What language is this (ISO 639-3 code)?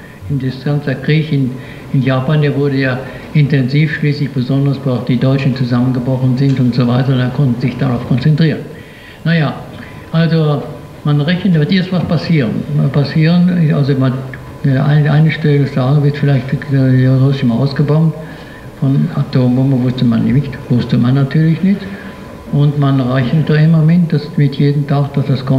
deu